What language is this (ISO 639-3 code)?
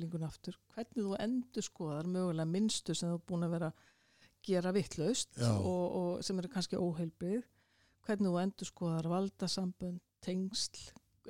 isl